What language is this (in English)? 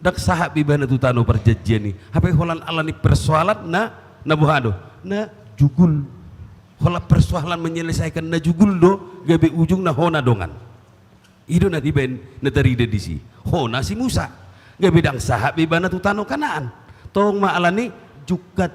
Batak Toba